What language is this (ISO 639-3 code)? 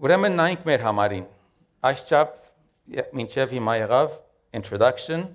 hye